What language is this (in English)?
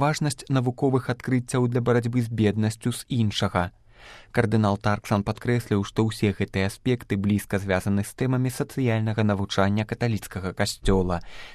Belarusian